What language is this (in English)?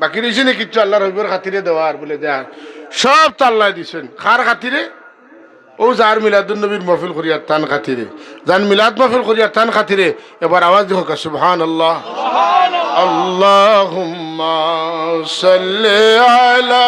Sylheti